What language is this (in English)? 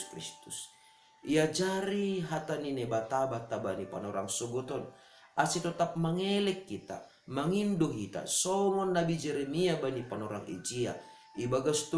Batak Simalungun